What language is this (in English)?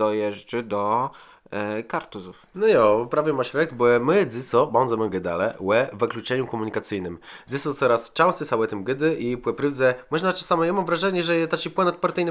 Kashubian